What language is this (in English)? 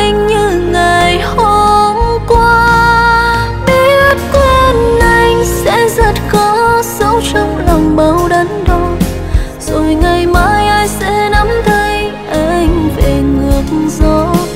Vietnamese